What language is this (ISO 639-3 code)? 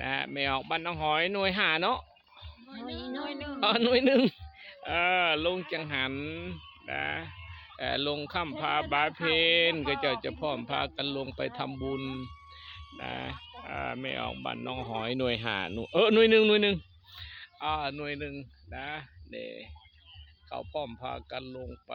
lao